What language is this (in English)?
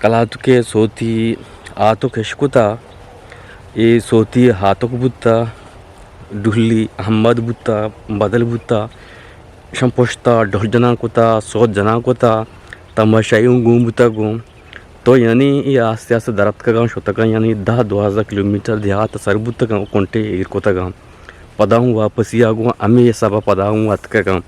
Eastern Balochi